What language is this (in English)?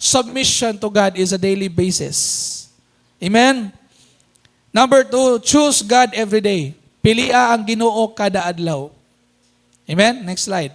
Cebuano